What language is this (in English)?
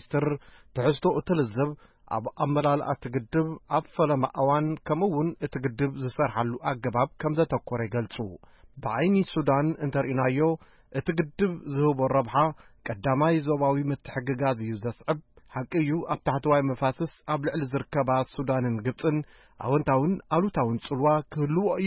Tigrinya